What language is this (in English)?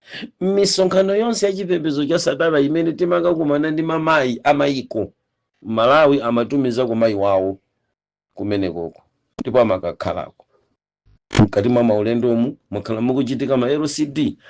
Nyanja